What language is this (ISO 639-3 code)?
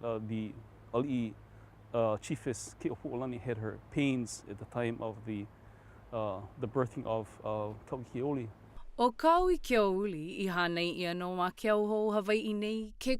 haw